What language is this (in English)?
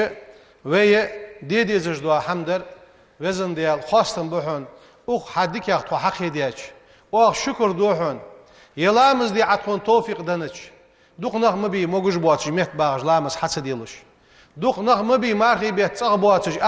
Ingush